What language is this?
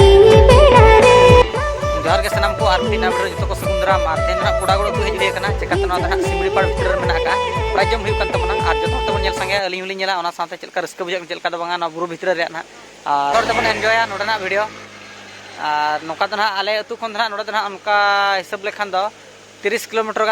Santali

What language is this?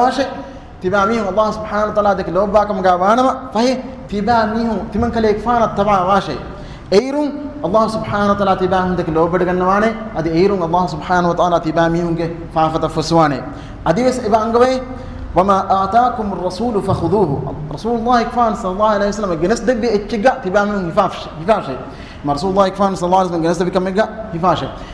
Divehi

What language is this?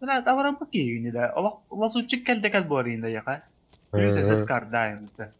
Yakut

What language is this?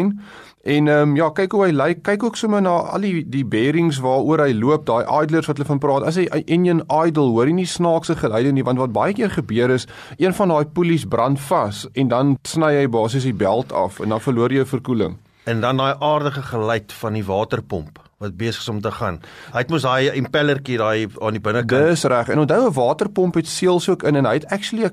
Afrikaans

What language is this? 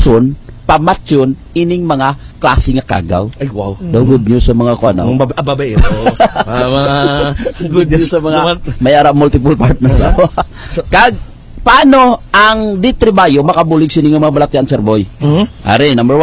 Hiligaynon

